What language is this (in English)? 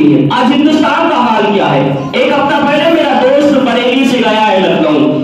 Urdu